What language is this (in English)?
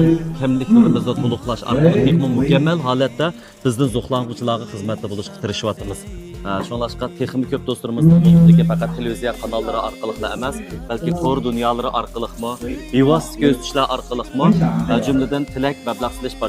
Uyghur